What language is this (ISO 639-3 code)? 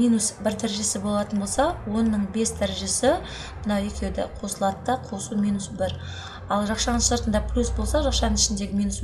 kaz